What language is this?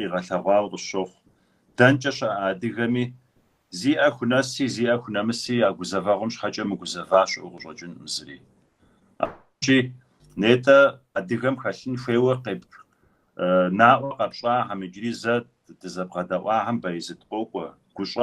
Kabardian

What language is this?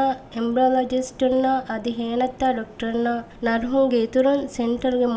Divehi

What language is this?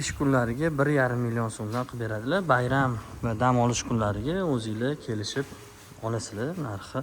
Uzbek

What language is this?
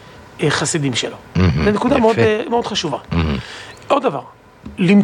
Hebrew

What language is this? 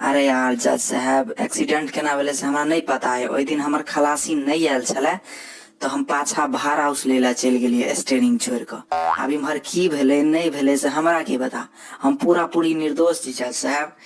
Maithili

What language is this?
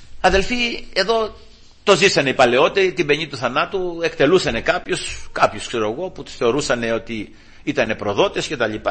Greek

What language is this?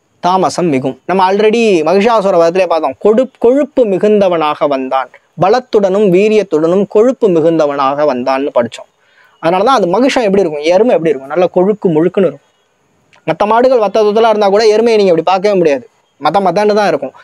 Tamil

